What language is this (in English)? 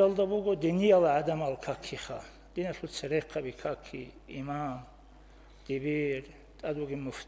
Avaric